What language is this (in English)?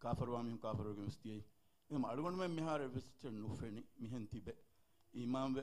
Divehi